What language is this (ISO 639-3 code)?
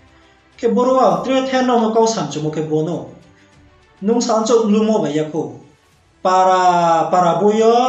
ria